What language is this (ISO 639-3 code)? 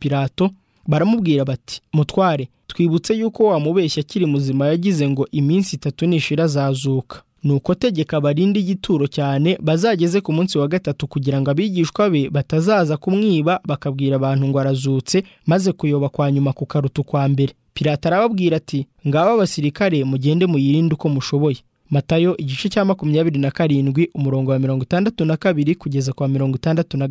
kin